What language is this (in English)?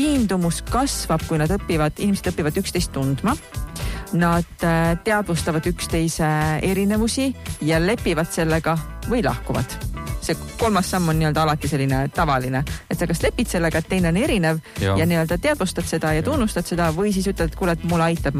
Estonian